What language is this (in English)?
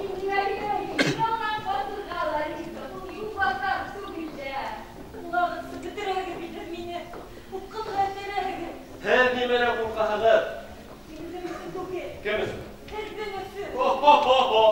Bashkir